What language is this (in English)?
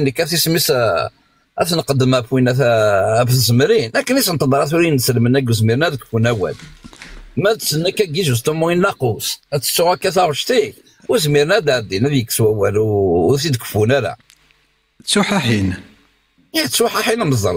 Kabyle